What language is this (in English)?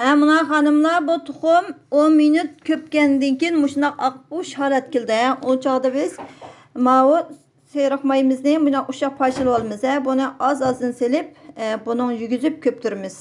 Uyghur